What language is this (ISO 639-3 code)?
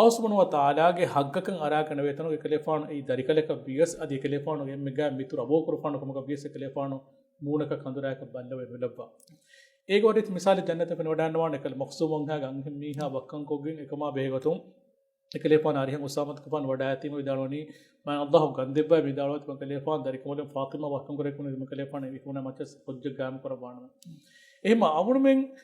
div